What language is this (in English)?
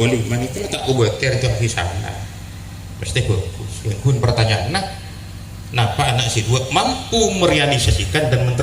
Madurese